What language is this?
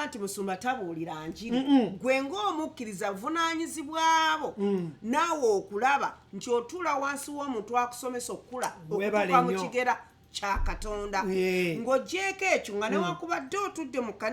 Ganda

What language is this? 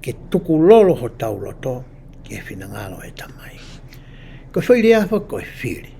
Tongan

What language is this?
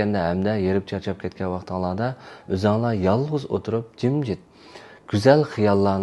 Uyghur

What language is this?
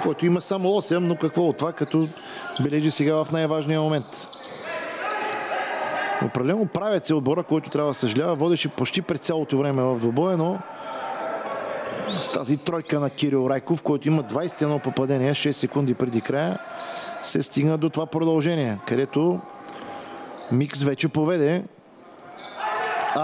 Bulgarian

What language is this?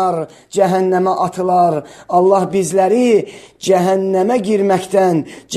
Azerbaijani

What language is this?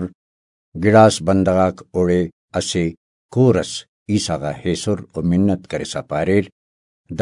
Brahui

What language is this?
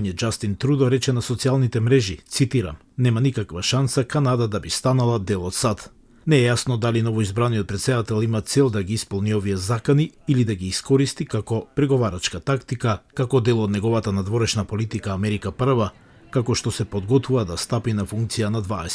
Macedonian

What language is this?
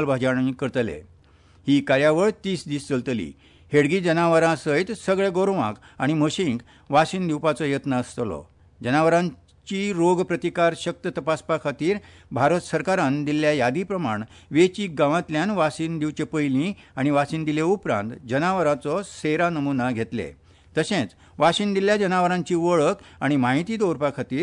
Konkani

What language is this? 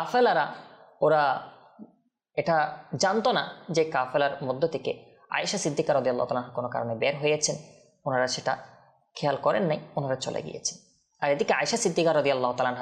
Bangla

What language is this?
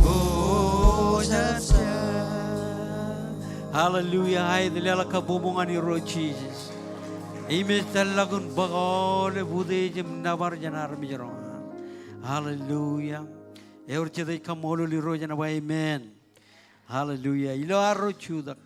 Marshallese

